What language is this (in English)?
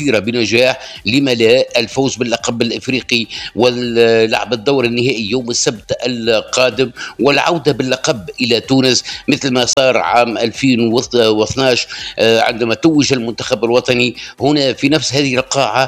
Tunisian Arabic